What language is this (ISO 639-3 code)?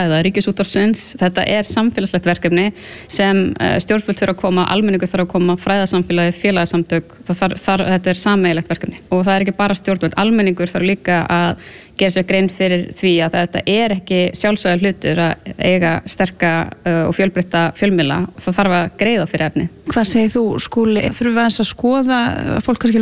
isl